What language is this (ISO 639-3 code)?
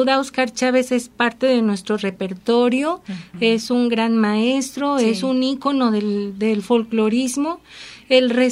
spa